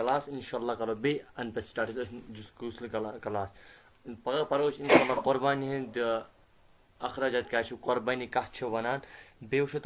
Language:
Kashmiri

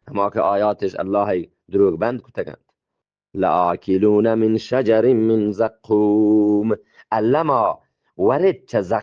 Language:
Eastern Balochi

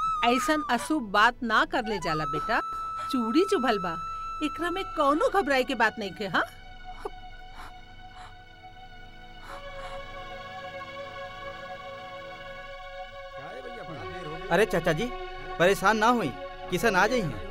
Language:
Bhojpuri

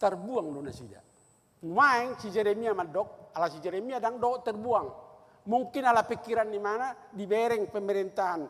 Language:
Batak Toba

